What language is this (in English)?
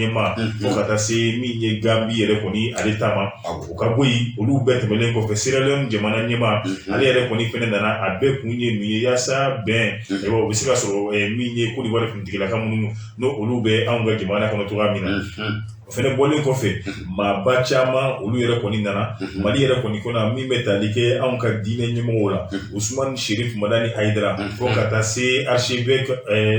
Bambara